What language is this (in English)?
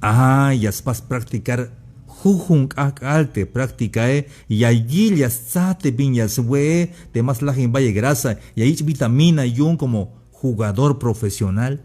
Tzeltal